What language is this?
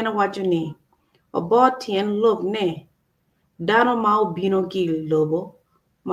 Acoli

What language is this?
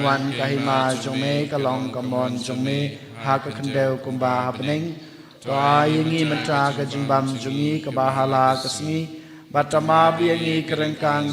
Khasi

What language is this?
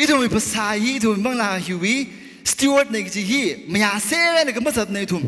Tangkhul Naga (India)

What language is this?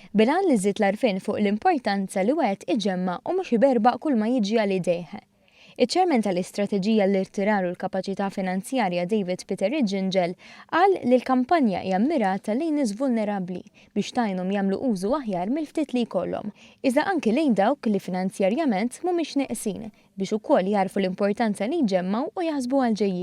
Maltese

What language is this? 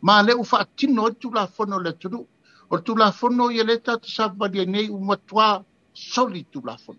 Samoan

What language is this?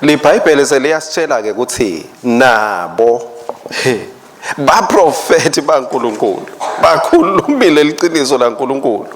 Swati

